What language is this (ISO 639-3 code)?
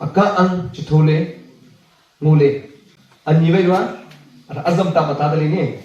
nnp